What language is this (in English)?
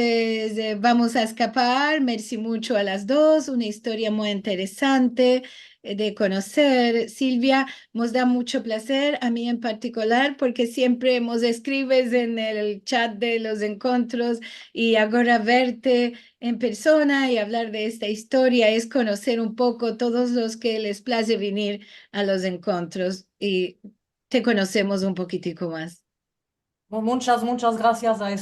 Ladino